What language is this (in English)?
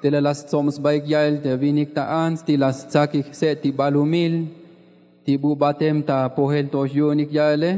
Tzotzil